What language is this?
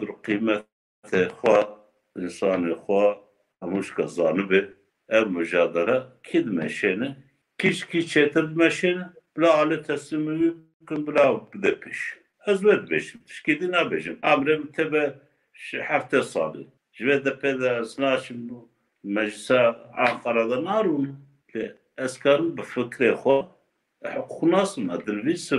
Kurdish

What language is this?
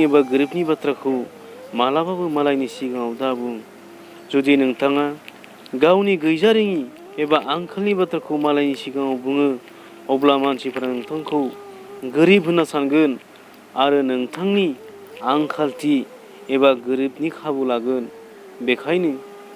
Bodo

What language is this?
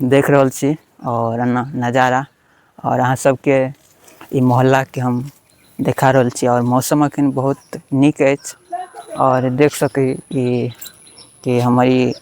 Maithili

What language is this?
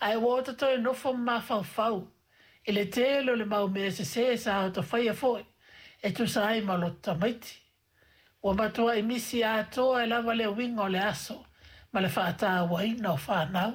Samoan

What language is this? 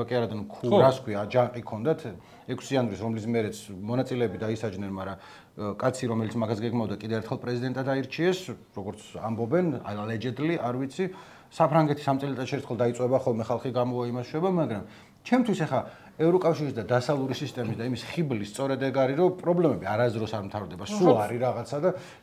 Georgian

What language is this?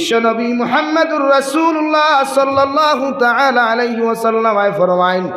Sylheti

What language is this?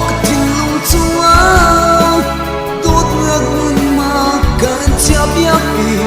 Hakha Chin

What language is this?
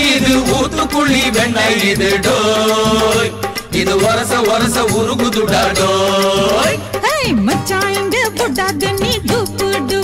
Tamil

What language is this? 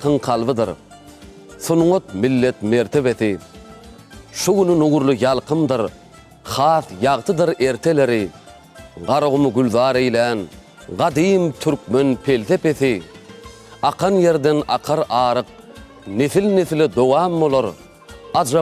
Turkmen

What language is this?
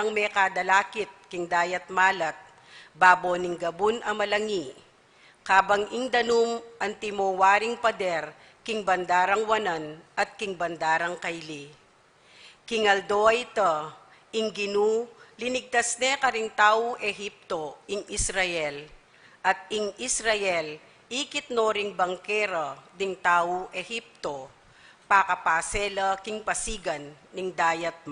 Pampanga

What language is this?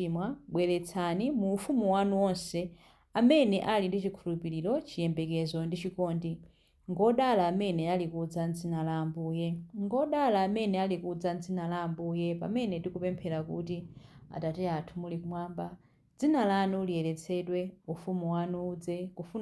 Nyanja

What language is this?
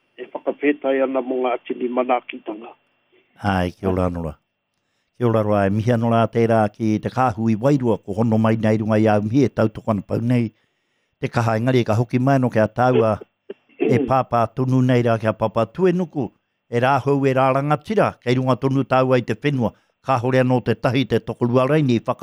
Māori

